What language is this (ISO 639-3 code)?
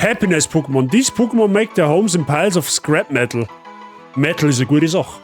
bar